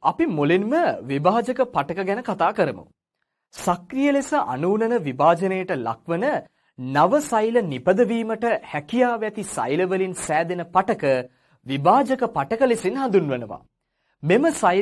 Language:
Sinhala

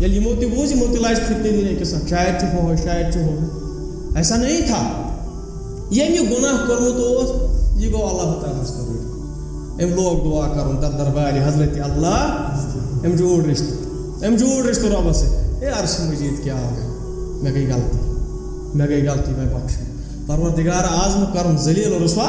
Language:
Kashmiri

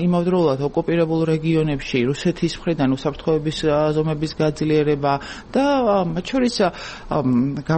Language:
Georgian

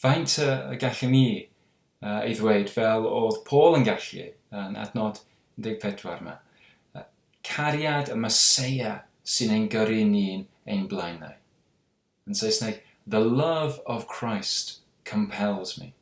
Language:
Welsh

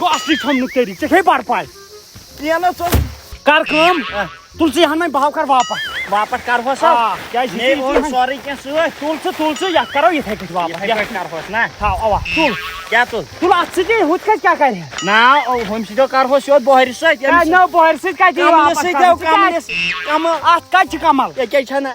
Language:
Kashmiri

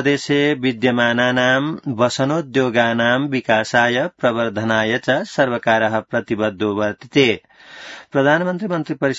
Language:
Sanskrit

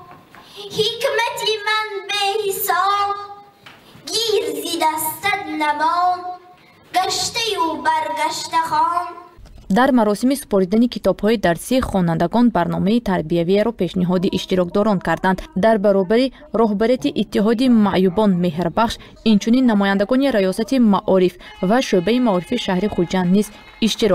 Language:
Tajik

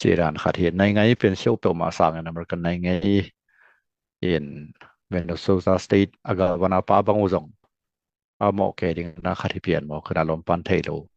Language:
Tedim Chin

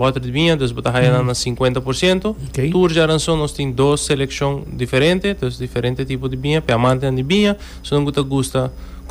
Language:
Papiamento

